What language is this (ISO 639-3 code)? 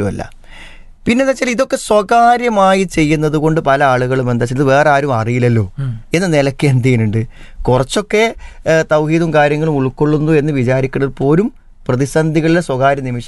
mal